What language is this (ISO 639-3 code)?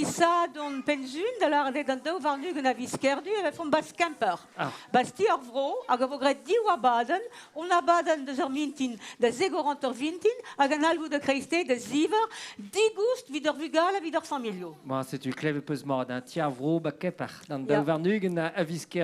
bre